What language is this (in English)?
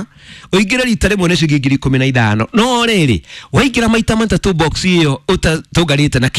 Kikuyu